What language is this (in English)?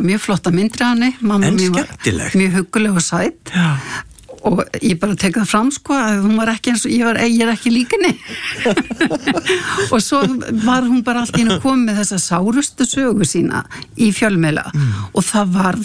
Icelandic